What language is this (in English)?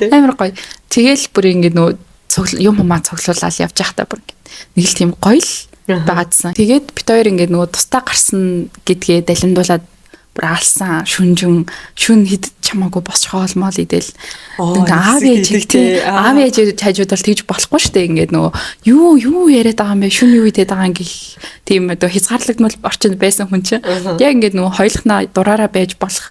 Mongolian